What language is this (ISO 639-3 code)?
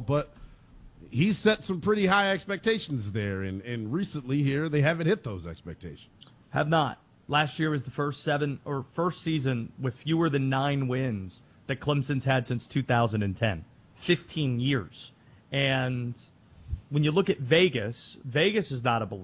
eng